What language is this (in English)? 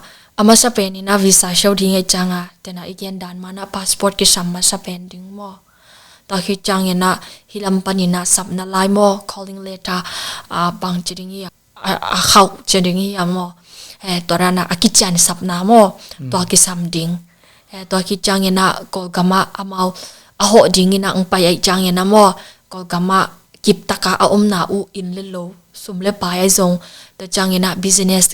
Tedim Chin